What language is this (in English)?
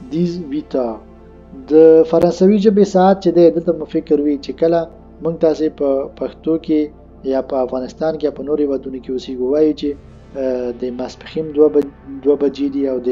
Pashto